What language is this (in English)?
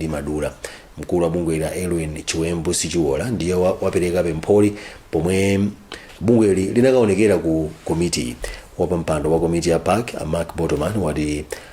Nyanja